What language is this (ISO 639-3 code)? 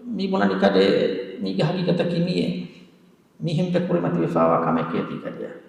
div